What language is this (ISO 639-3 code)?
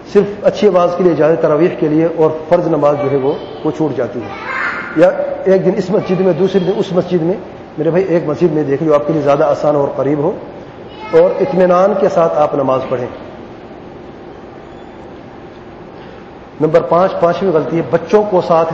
urd